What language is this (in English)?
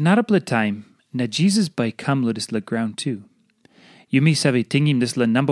Tok Pisin